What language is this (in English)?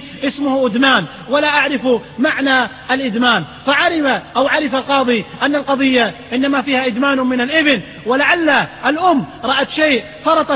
Arabic